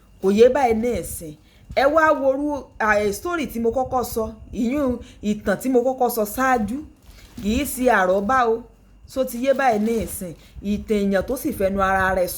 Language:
Yoruba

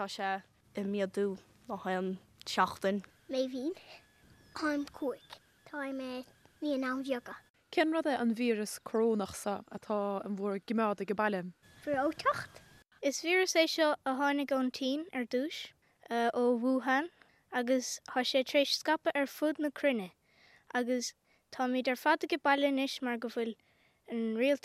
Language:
Irish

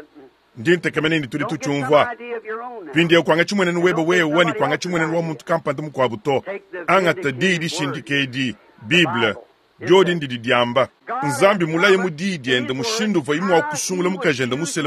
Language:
Luba-Lulua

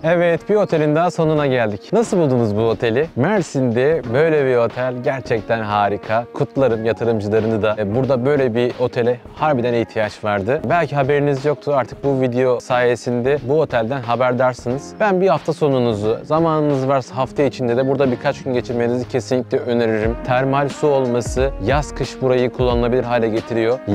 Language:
Turkish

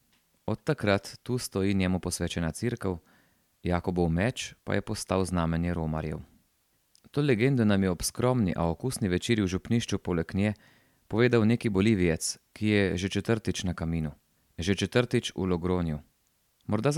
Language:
Slovenian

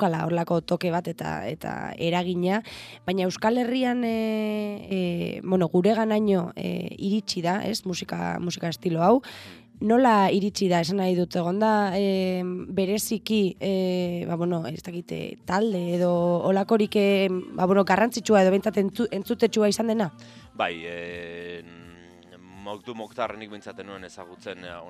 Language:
Basque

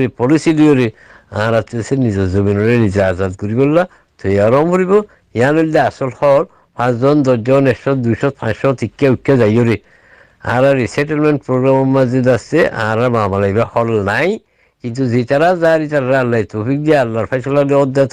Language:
Rohingya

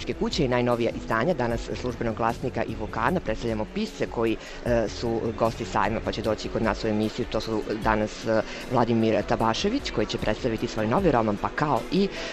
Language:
Serbian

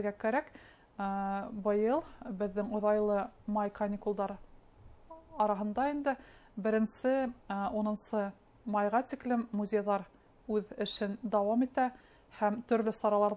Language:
Bashkir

